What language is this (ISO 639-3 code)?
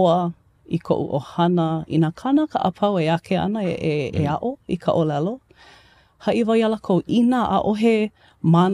haw